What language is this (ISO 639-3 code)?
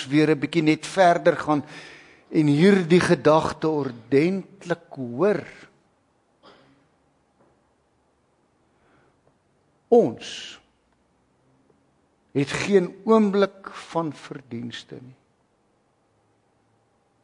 afr